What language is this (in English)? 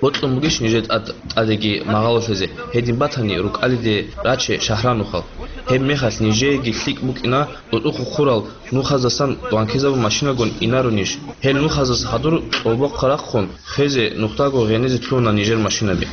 Avaric